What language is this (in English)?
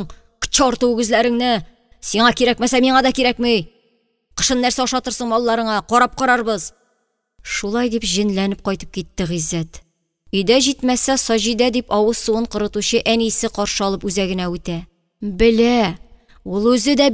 Tatar